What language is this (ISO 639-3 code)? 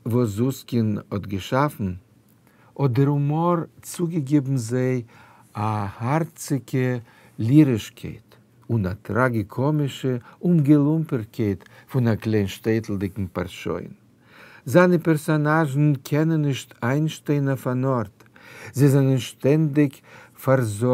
yid